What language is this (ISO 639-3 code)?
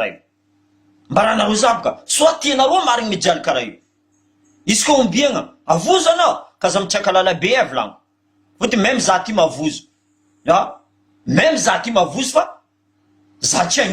mlg